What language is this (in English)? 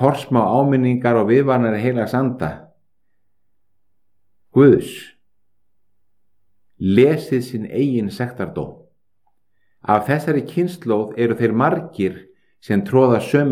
Icelandic